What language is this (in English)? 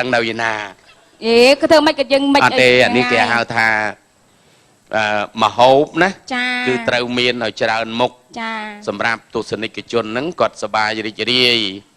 Khmer